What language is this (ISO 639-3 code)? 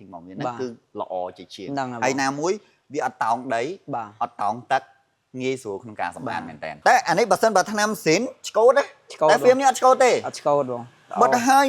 khm